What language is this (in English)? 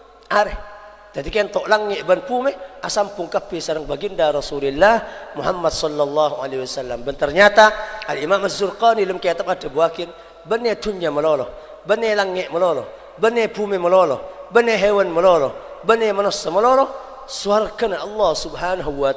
Madurese